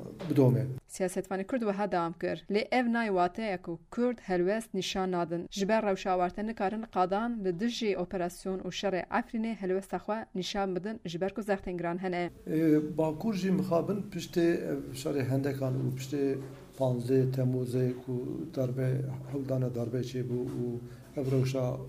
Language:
Kurdish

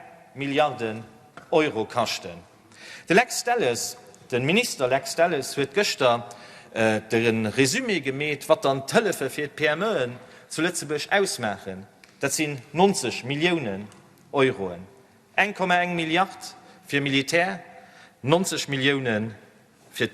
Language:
Luxembourgish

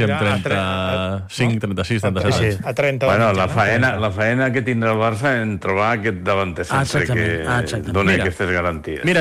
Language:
Catalan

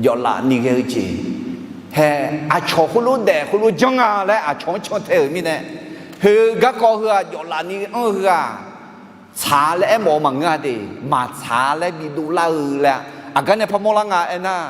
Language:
Akha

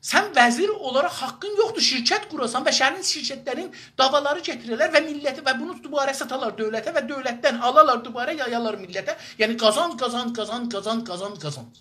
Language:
South Azerbaijani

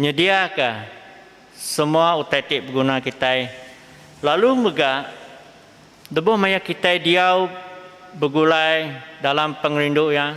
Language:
Iban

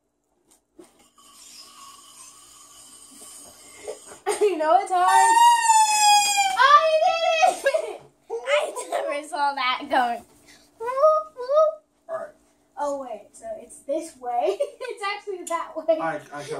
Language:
English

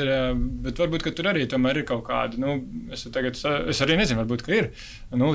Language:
Latvian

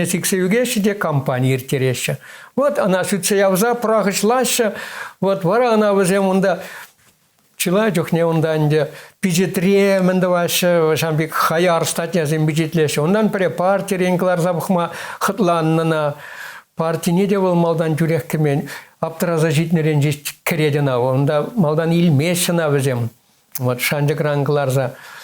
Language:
Chuvash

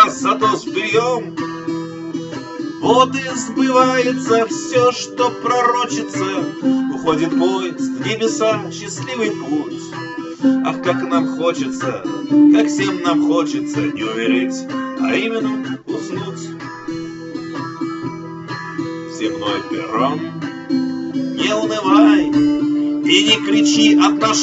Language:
Russian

